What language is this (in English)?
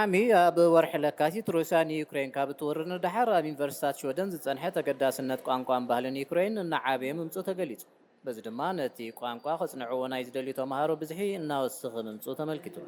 Tigrinya